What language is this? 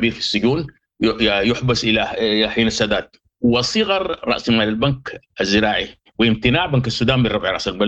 Sudanese Arabic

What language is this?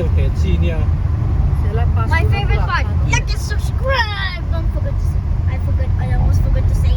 Hmar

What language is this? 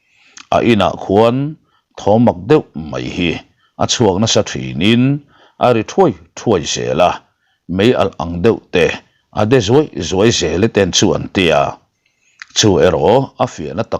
Mizo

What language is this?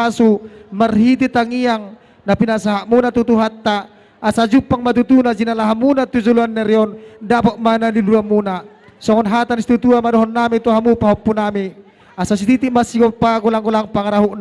Batak Toba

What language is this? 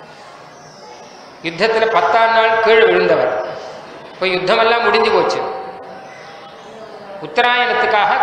Tamil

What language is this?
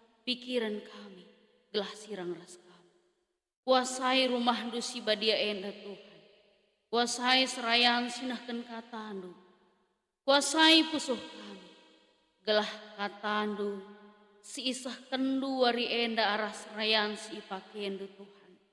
Batak Karo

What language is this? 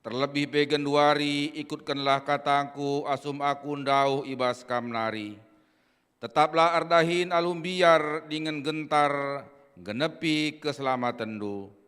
Batak Karo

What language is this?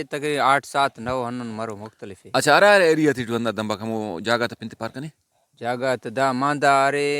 Brahui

